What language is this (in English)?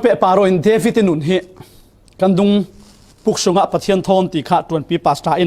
Falam Chin